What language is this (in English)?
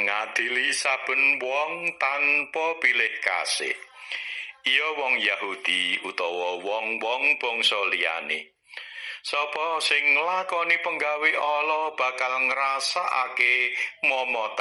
Javanese